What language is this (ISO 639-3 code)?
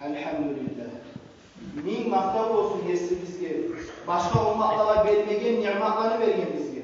kum